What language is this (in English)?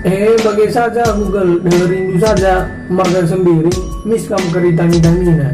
Batak Karo